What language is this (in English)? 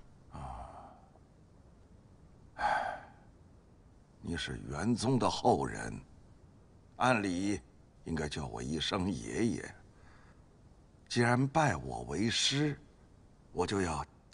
Chinese